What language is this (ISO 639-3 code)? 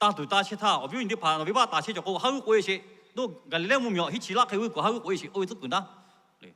lhu